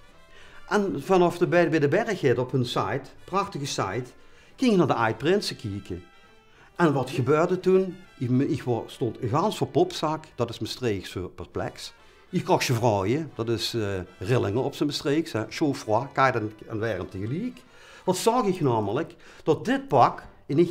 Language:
Dutch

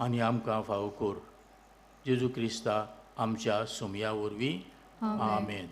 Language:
Konkani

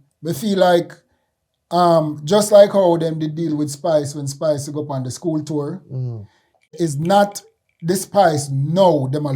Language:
Jamaican Creole English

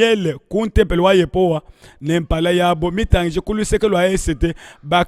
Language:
Luba-Lulua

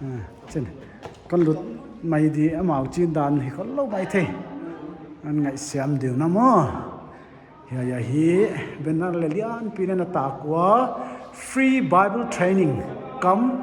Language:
Paite Chin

